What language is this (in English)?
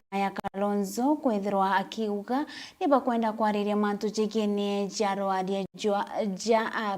Meru